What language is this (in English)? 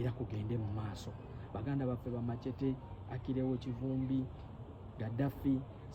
Ganda